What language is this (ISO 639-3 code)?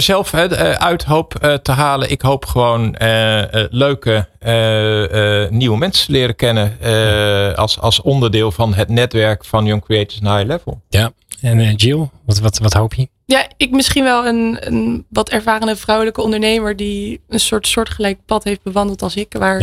nld